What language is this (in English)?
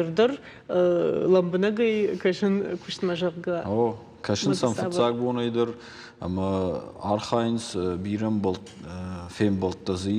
Ossetic